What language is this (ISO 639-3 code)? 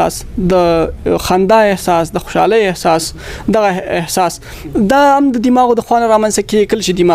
pus